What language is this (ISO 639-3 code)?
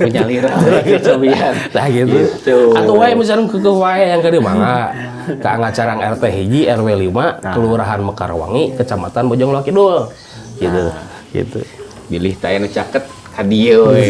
sun